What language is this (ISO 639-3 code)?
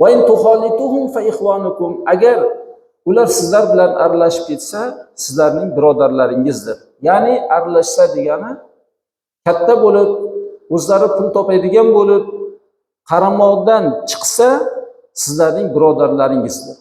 uzb